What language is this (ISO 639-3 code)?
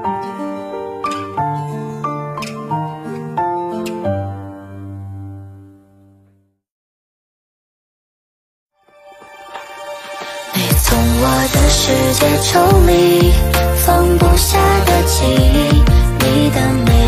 zho